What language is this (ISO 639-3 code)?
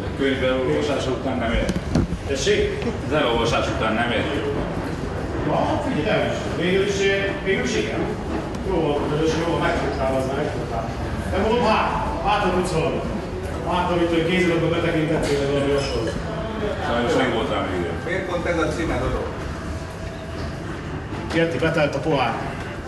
hun